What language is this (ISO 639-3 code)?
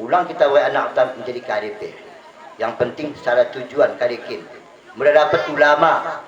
btd